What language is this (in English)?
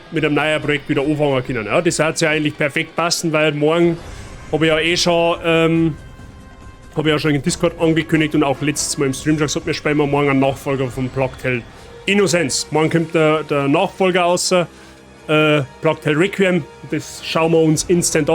Bavarian